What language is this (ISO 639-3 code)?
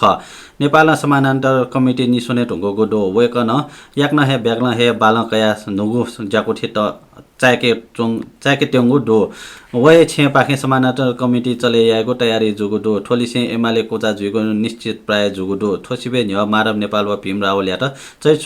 new